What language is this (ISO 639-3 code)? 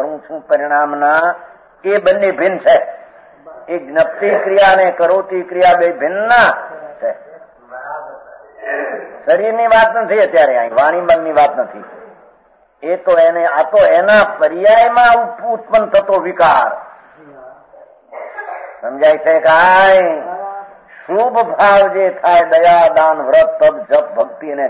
guj